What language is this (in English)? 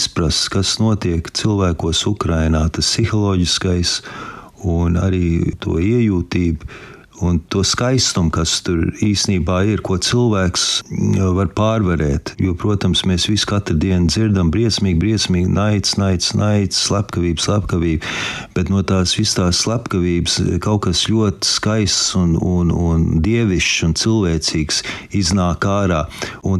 Latvian